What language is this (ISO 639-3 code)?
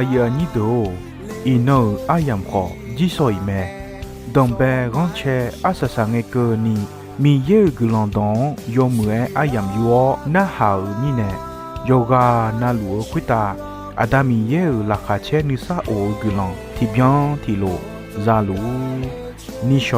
ahk